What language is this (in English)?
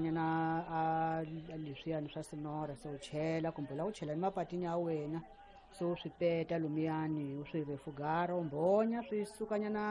Tsonga